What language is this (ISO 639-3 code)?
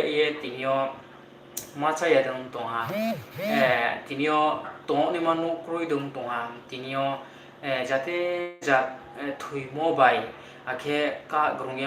ria